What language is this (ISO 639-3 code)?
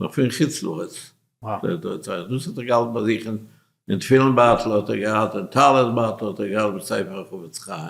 yid